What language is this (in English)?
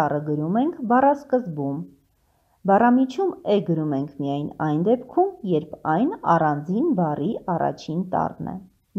Armenian